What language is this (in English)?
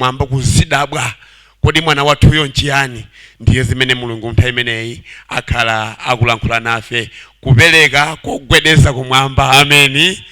Nyanja